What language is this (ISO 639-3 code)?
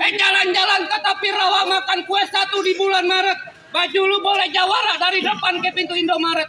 bew